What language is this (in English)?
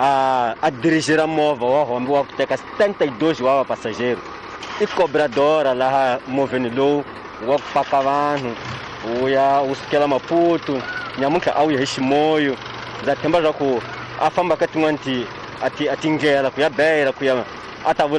Tsonga